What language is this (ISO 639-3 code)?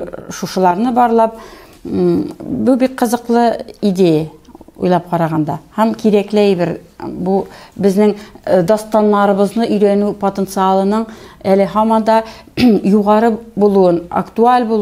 tat